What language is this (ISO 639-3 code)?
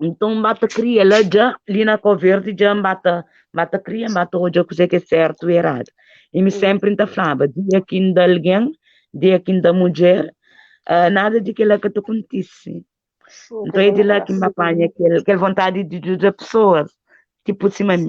kea